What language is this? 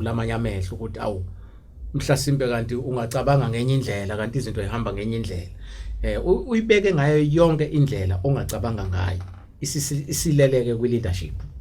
Zulu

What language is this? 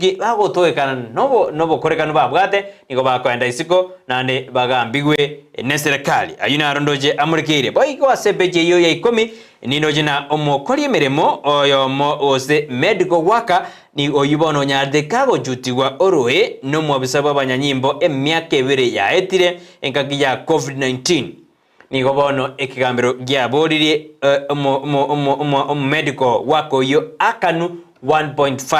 Gusii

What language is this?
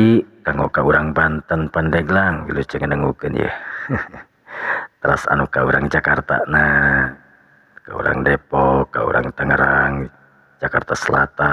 Sundanese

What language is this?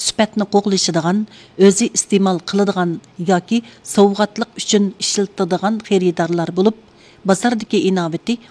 Uyghur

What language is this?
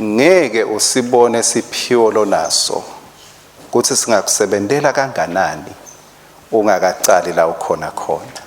Swati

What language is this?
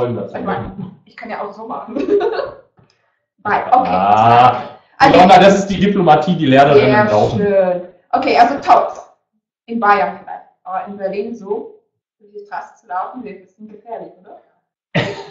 German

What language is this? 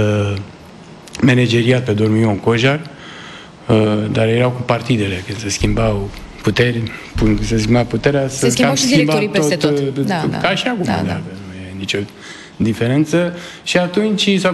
Romanian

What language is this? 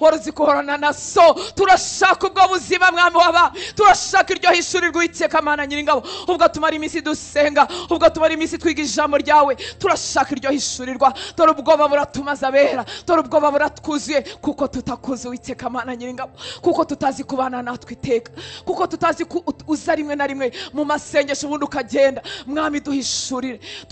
Kinyarwanda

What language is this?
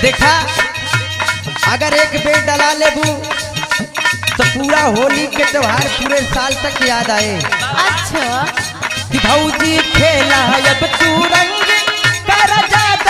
Bhojpuri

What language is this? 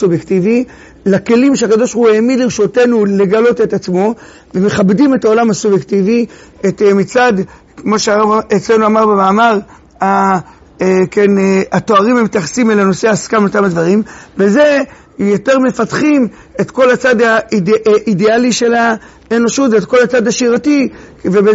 Hebrew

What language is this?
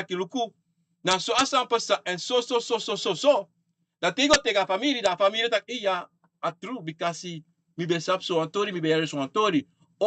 Sranan Tongo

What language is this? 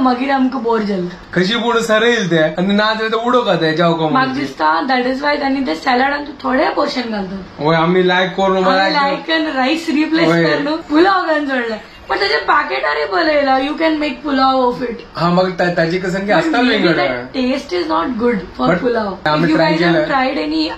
Konkani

